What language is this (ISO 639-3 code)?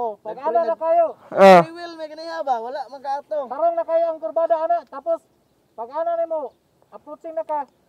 ceb